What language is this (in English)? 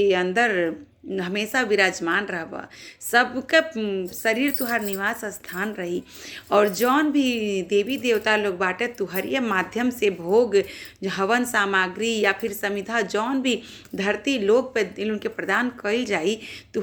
Bhojpuri